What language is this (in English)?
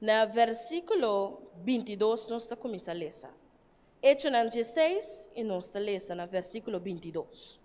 Papiamento